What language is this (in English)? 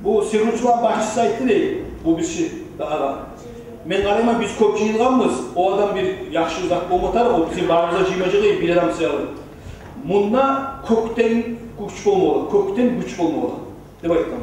Kumyk